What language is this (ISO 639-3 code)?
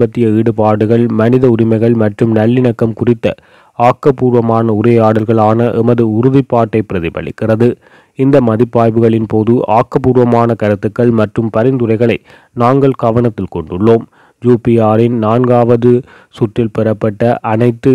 tam